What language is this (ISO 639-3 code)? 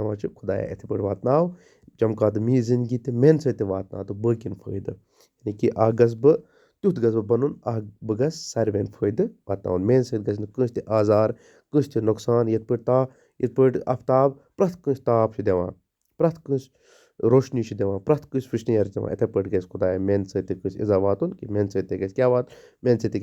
kas